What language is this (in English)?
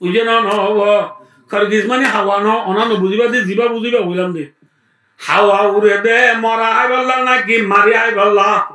Rohingya